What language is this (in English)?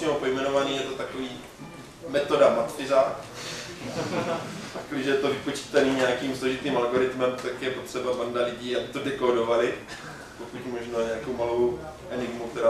Czech